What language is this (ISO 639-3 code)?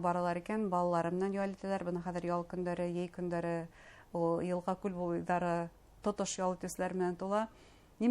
bak